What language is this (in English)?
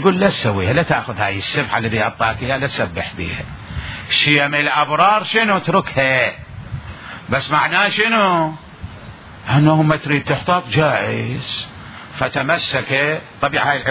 Mesopotamian Arabic